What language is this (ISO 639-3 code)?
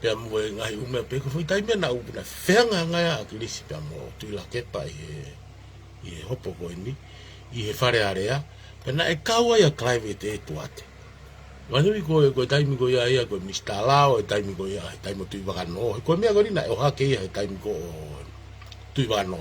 ton